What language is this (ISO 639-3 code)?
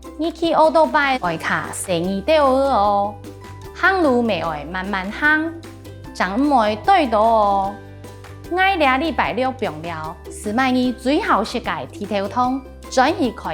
hak